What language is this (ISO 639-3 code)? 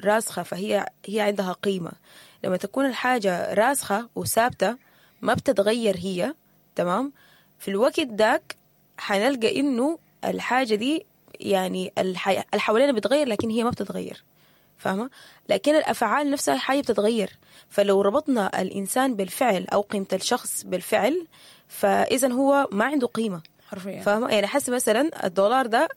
apd